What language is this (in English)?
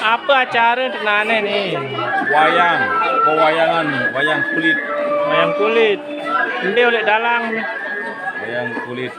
Sasak